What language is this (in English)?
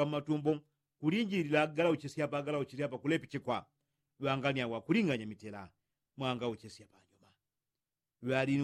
Yao